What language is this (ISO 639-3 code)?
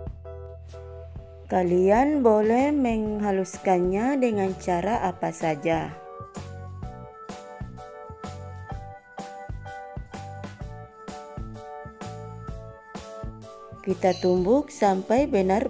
ind